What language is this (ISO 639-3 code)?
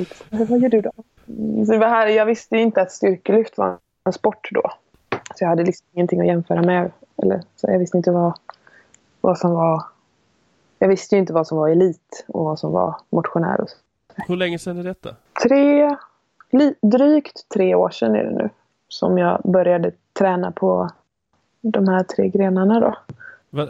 swe